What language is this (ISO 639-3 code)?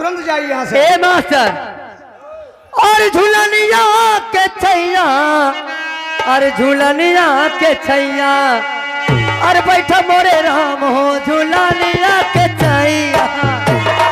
bho